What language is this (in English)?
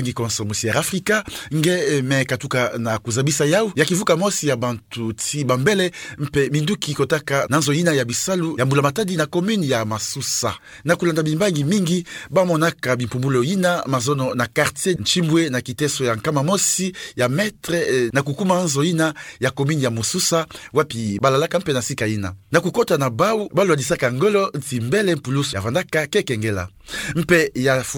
Kituba (Democratic Republic of Congo)